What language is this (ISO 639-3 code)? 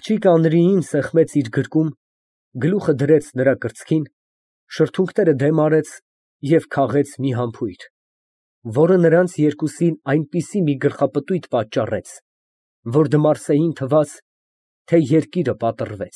hye